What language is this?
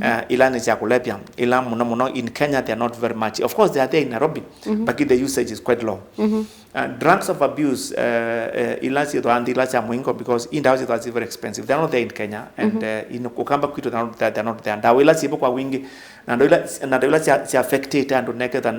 Kamba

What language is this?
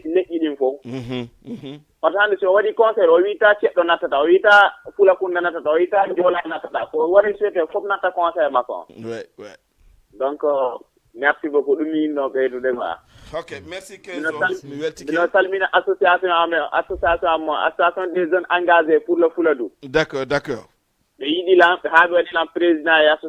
Fula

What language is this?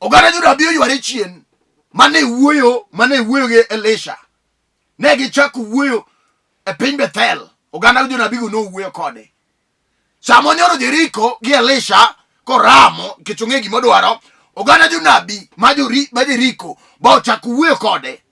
Luo (Kenya and Tanzania)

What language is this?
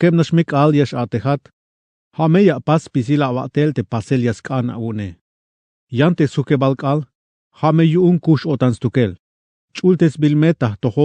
Tzeltal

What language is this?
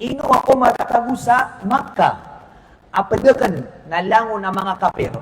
Maranao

